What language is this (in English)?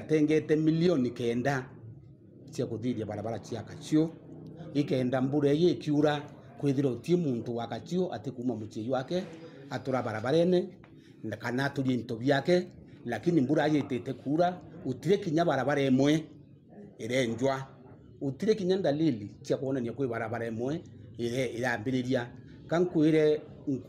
Meru